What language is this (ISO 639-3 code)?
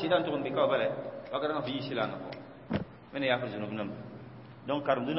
mos